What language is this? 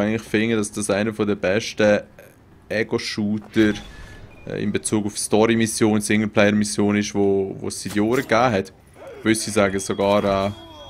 Swiss German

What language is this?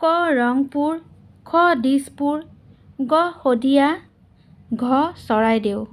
Assamese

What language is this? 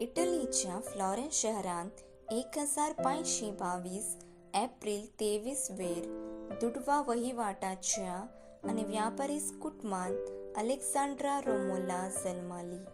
Konkani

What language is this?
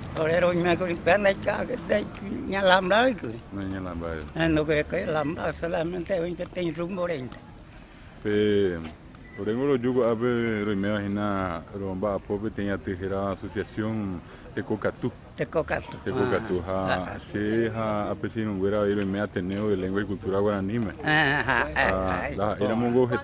Guarani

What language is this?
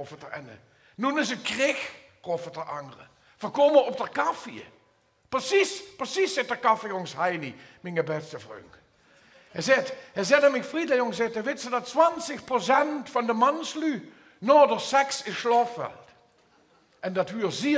Limburgish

